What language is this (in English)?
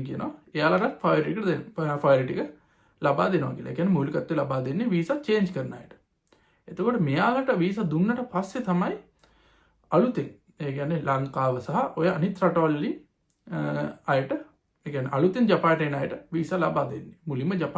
Sinhala